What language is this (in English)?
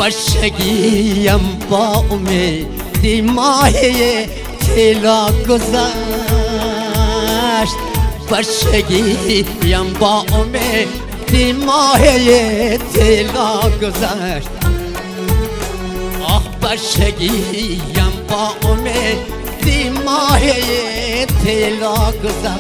Persian